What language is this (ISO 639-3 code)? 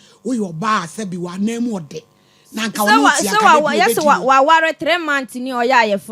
aka